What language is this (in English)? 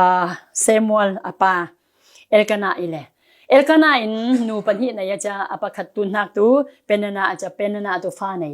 Falam Chin